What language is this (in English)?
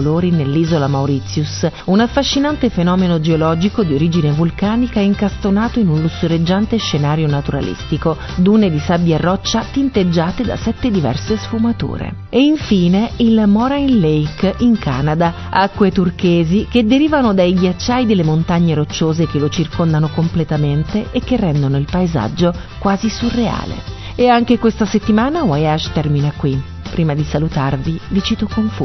Italian